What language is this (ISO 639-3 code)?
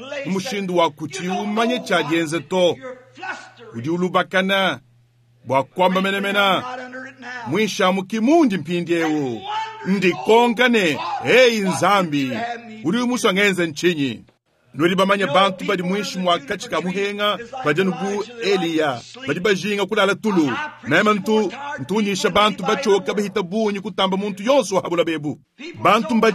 lua